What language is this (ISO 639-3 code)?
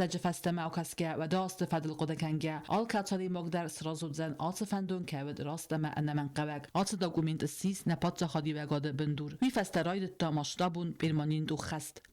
oss